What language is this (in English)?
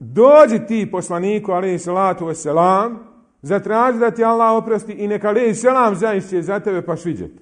Bosnian